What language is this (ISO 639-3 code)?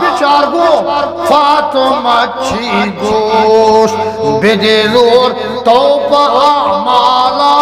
bgp